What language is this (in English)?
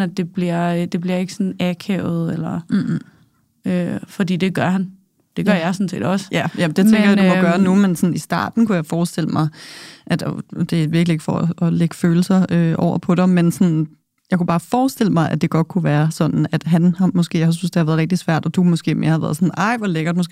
Danish